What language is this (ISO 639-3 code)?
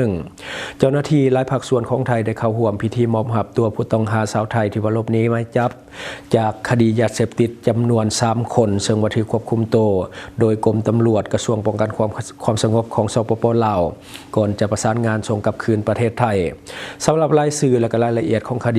lao